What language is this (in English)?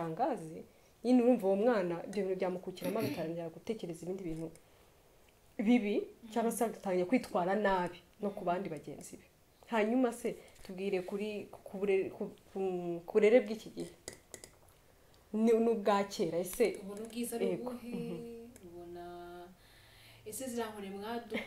Kinyarwanda